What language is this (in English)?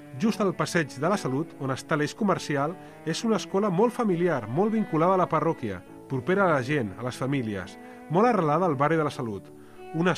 Catalan